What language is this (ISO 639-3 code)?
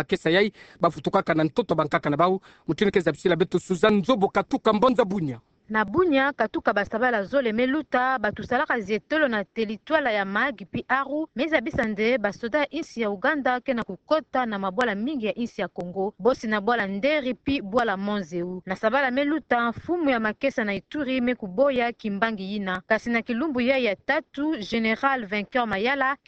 ktu